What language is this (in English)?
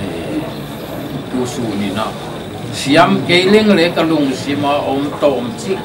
Paite Chin